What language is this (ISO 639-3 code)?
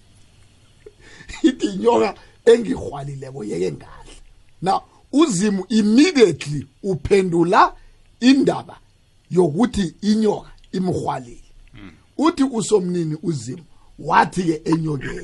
nbl